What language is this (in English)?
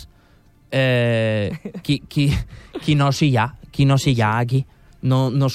Catalan